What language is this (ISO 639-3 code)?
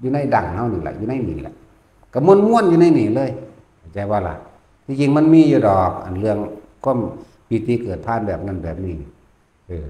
tts